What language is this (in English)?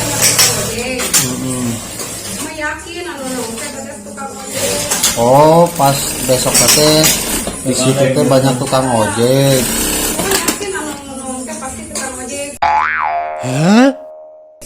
Sundanese